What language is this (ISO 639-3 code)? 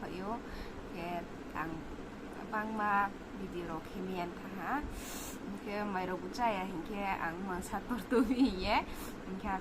ria